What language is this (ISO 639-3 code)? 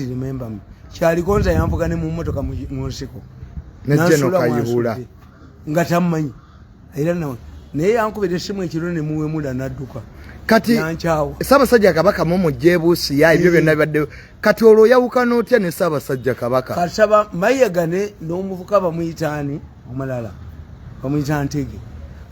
lug